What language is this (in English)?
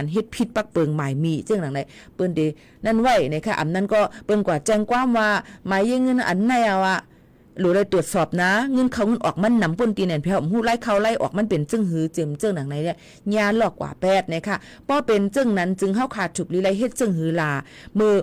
Shan